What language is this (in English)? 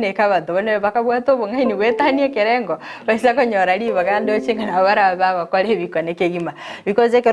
Gusii